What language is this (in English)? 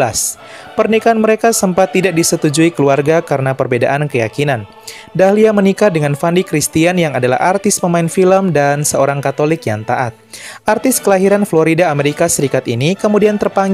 Indonesian